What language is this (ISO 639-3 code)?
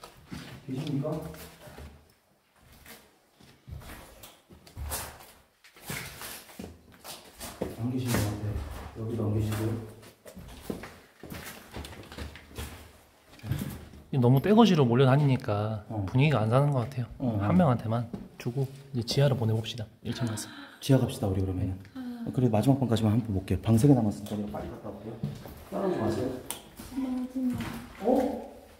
kor